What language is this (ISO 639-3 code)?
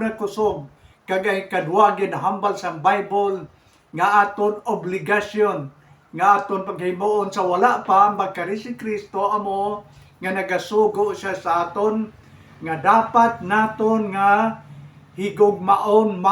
hil